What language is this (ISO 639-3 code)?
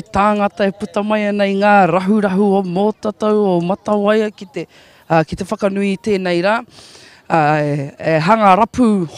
mri